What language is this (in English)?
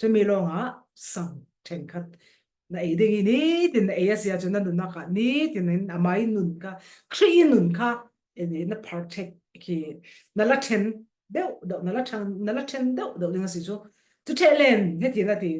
Falam Chin